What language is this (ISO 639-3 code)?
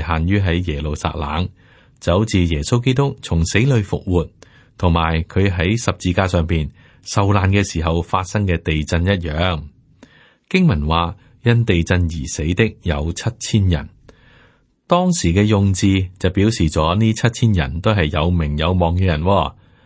yue